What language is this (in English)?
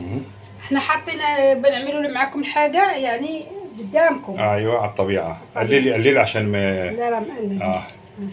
Egyptian Arabic